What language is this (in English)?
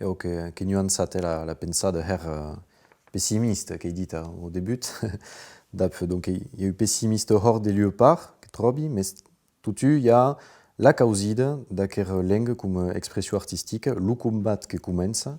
Occitan